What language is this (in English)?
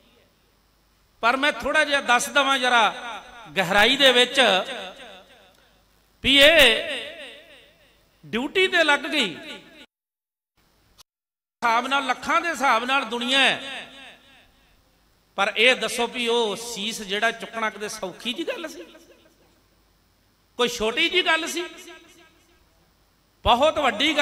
Punjabi